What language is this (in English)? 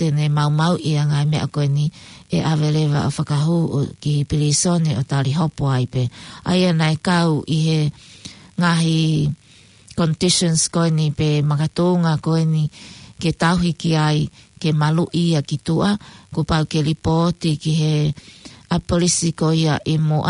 Tongan